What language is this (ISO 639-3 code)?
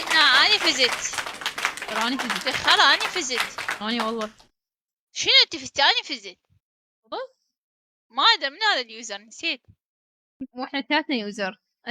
acm